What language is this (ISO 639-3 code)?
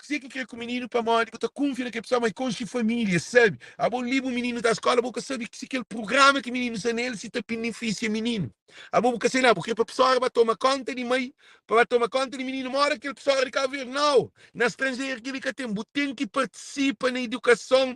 kea